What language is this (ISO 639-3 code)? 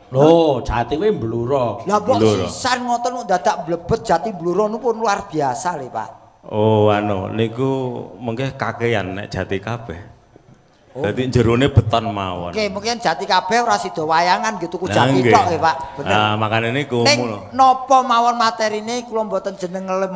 jav